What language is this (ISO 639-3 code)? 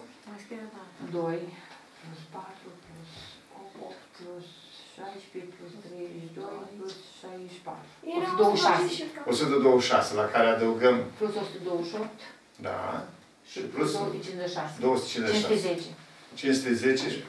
ron